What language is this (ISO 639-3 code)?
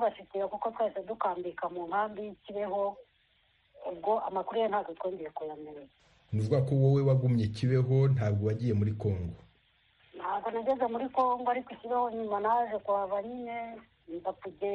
kin